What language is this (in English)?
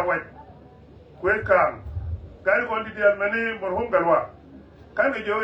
Nuer